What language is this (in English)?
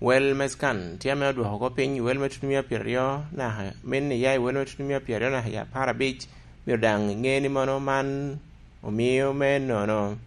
Lango (Uganda)